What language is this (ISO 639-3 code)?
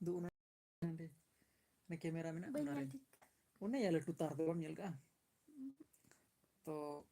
sat